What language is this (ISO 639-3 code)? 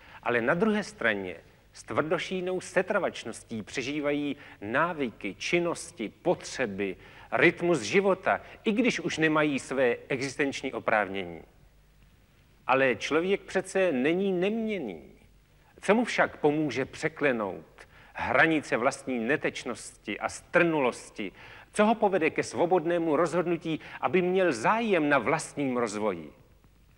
ces